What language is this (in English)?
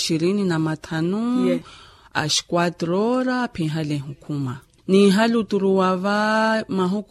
Makhuwa